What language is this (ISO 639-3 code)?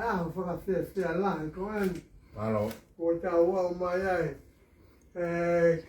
ton